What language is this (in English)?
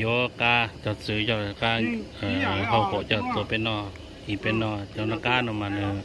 Hmong